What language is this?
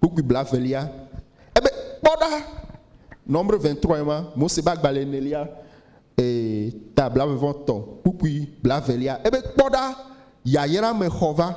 Ewe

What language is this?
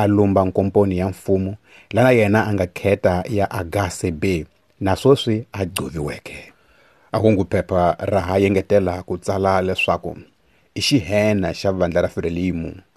Tsonga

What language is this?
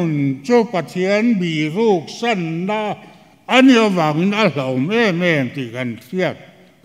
Mizo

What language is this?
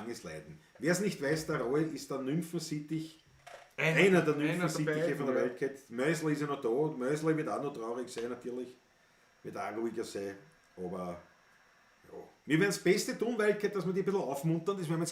Bavarian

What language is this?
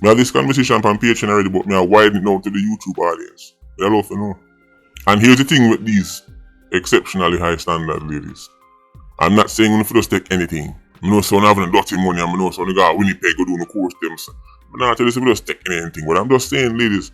Jamaican Creole English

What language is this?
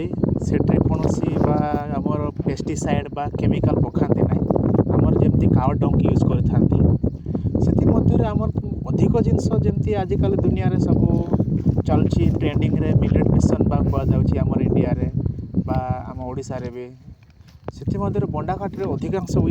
Odia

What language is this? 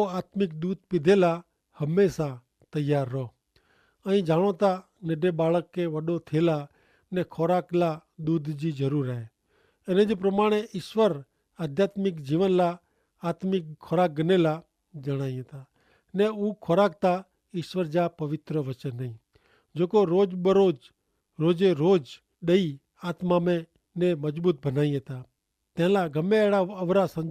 Kachhi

